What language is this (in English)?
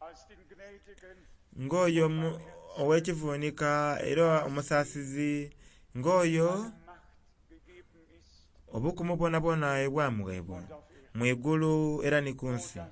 Soga